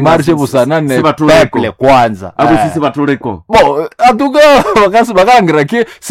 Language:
Nande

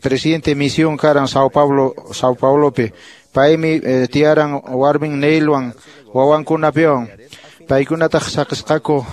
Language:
Quechua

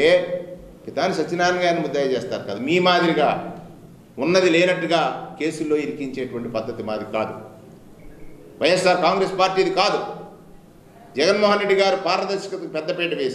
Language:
Telugu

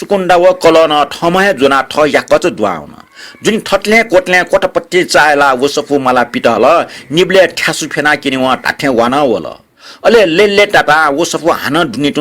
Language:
Newari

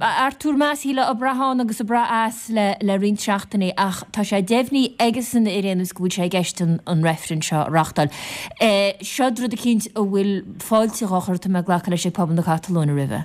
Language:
Irish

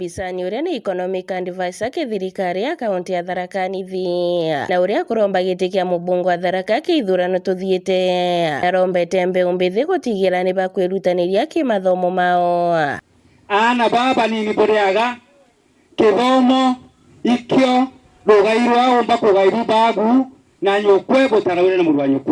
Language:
Meru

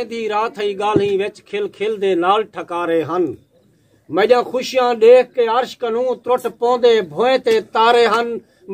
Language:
Saraiki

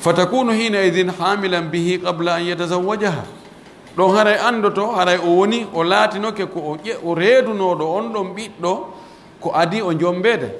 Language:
Pular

